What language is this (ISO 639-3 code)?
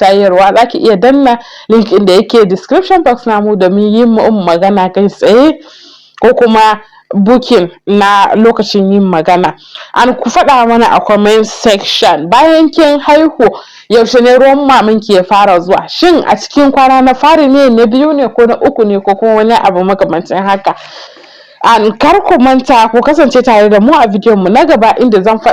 hau